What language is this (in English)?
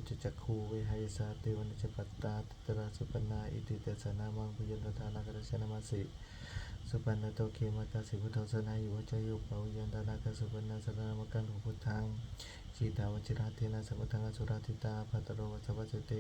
Pali